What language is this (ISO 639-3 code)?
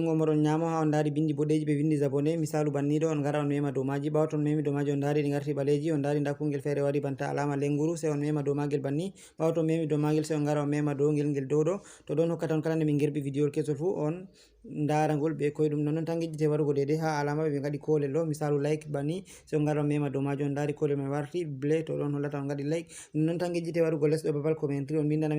ful